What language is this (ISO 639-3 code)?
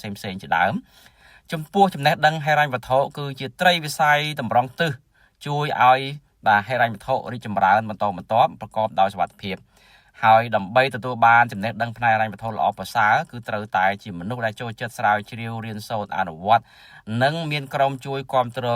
khm